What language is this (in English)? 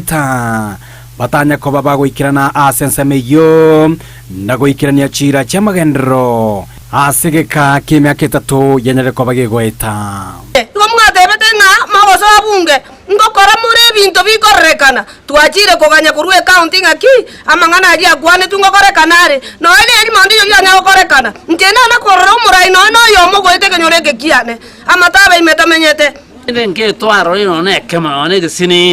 Gusii